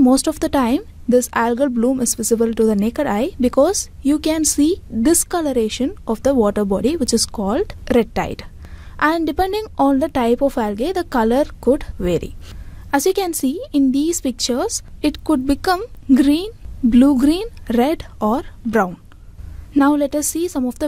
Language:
English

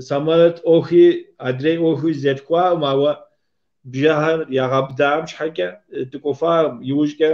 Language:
Kabardian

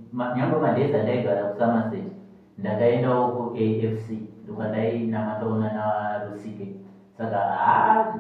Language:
Shona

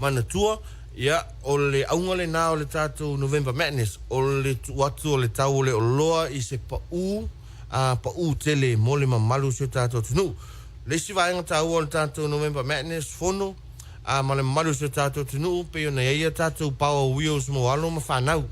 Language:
Samoan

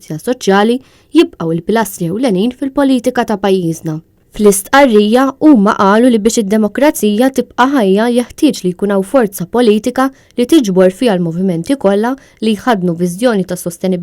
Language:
Maltese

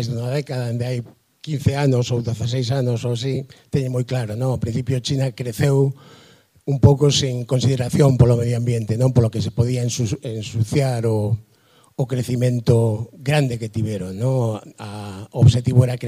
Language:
Galician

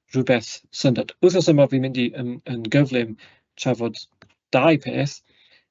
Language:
Welsh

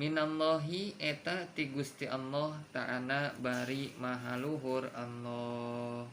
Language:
Sundanese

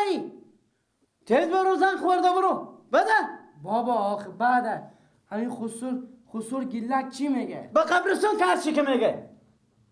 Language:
Persian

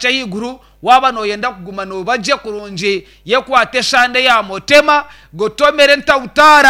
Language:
Nyankole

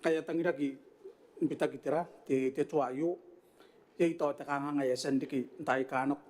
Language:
Gilbertese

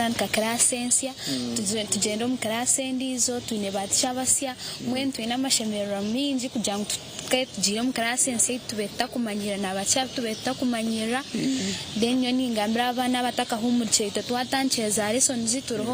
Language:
Nyankole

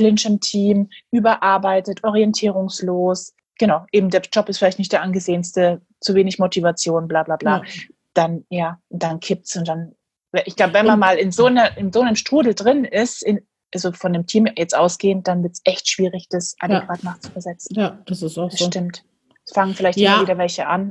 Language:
German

